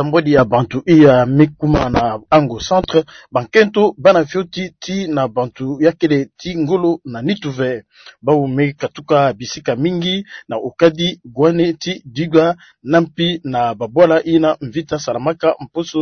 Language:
Kituba (Democratic Republic of Congo)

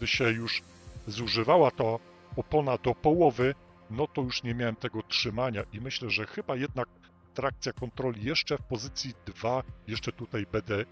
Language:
Polish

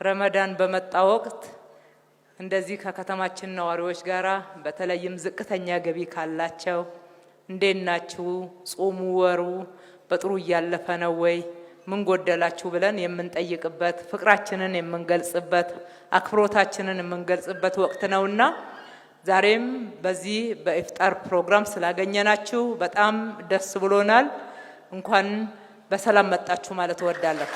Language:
Amharic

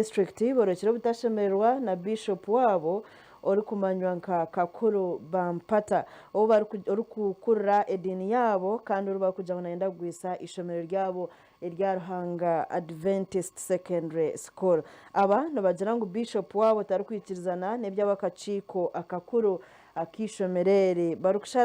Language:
Nyankole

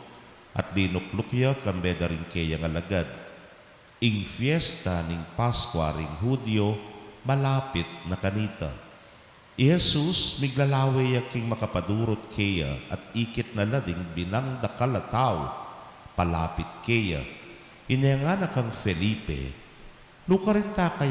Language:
Pampanga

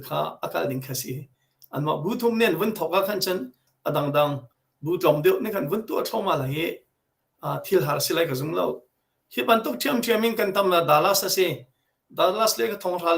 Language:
Hakha Chin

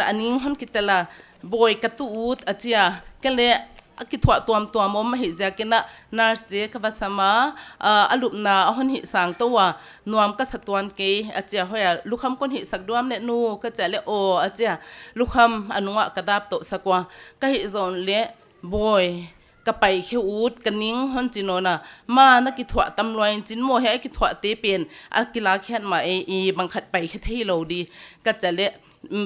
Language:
Paite Chin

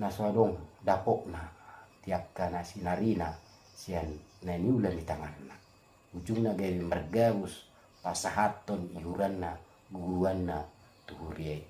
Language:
Batak Toba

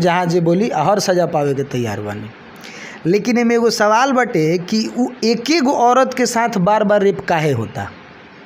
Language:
Bhojpuri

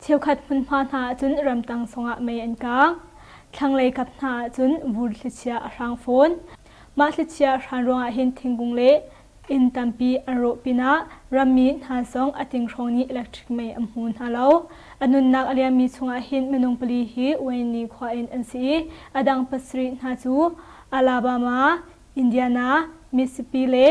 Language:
Hakha Chin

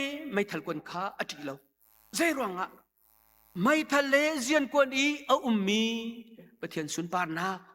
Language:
Hakha Chin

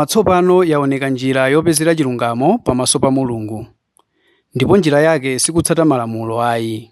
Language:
Nyanja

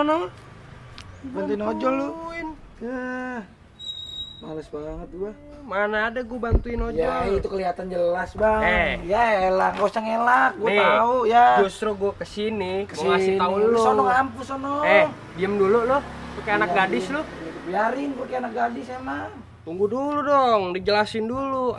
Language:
Betawi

